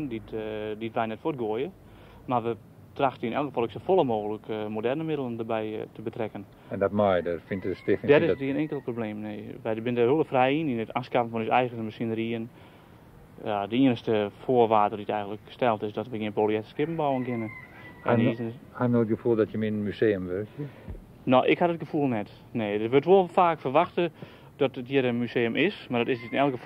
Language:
Western Frisian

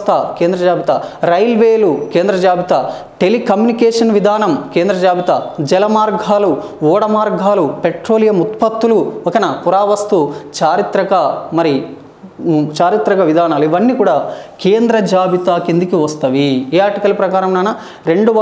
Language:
Telugu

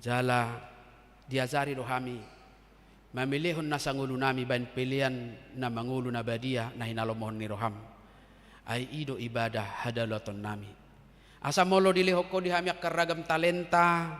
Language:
Batak Toba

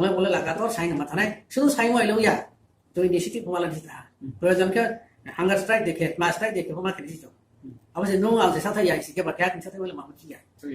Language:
Riang (India)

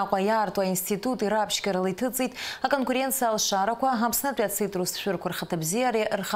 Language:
Abkhazian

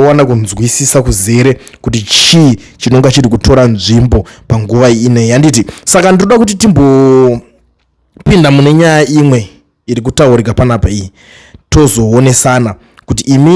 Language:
Shona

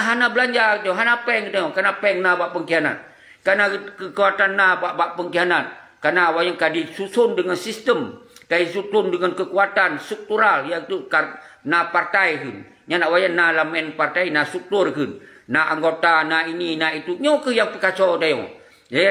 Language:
Achinese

